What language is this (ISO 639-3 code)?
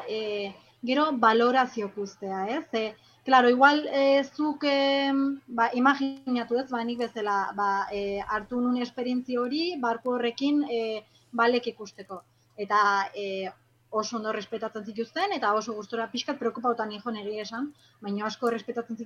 eus